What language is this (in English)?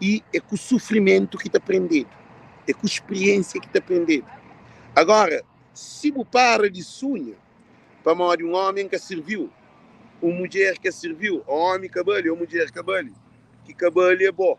Kabuverdianu